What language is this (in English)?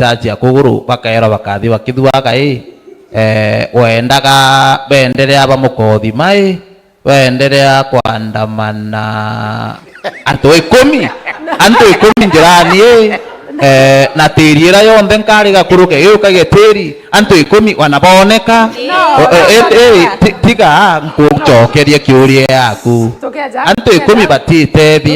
Meru